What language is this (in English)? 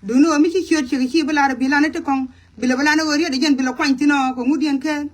Nuer